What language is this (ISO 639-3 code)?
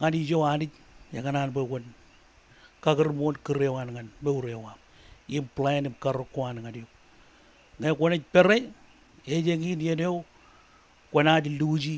mah